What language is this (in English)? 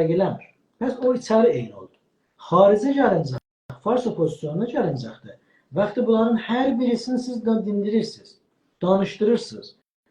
South Azerbaijani